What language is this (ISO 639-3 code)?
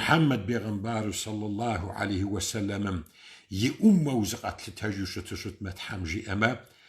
kbd